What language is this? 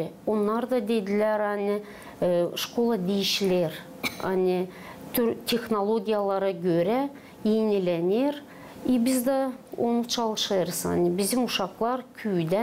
Gagauz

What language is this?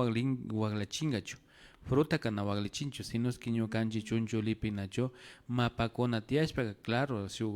Imbabura Highland Quichua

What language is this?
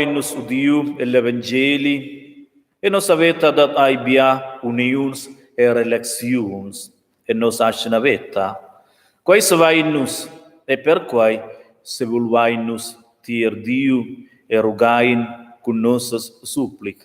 Romansh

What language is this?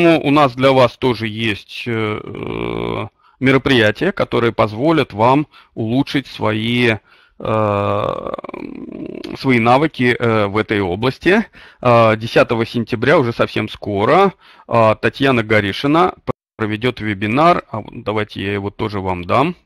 Russian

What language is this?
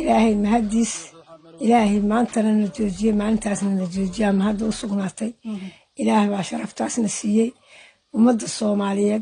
Somali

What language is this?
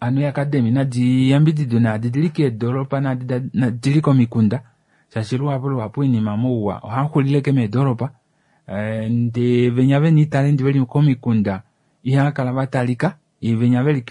Kuanyama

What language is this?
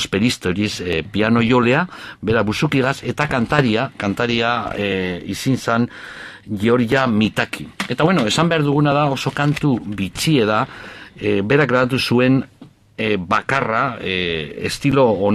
Basque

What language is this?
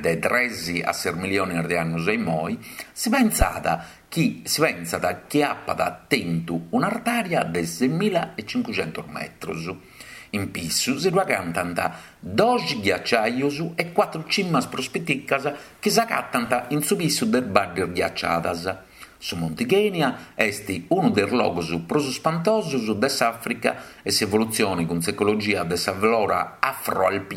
Sardinian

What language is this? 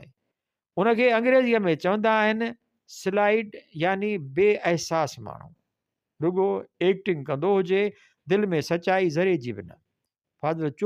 Sindhi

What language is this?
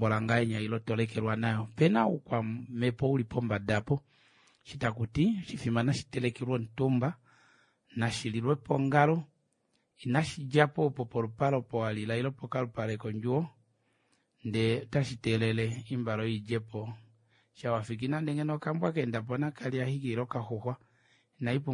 Kuanyama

